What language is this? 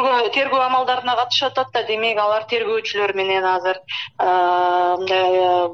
Kyrgyz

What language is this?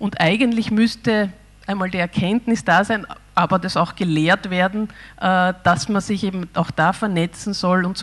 German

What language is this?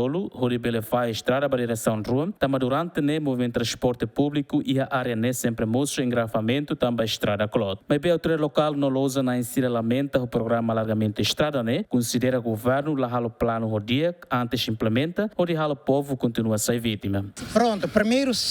Tetum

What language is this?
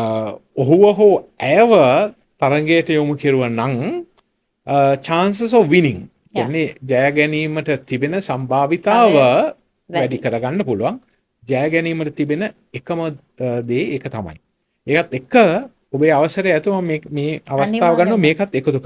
Sinhala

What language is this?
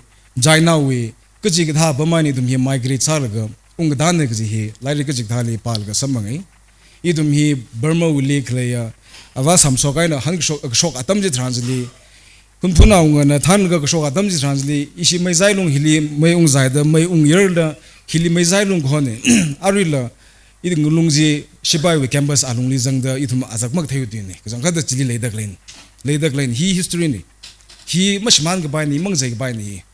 Tangkhul Naga (India)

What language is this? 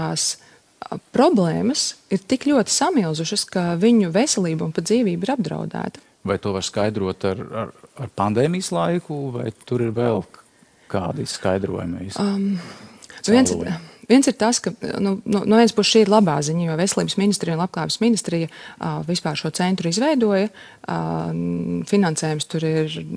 Latvian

